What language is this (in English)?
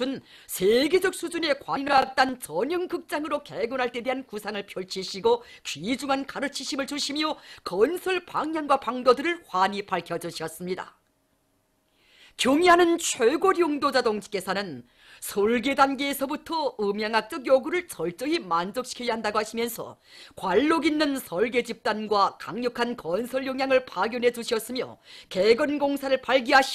Korean